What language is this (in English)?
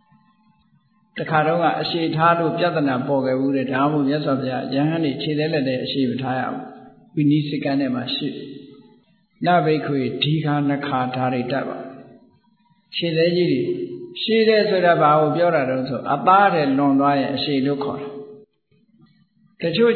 Burmese